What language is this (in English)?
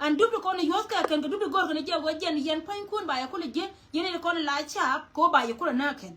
Nuer